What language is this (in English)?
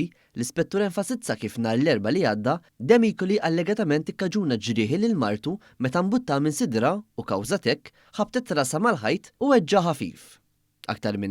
Maltese